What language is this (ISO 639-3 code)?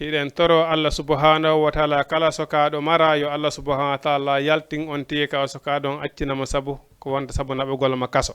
ful